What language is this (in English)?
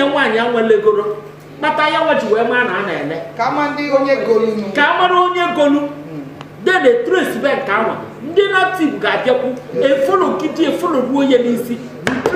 Igbo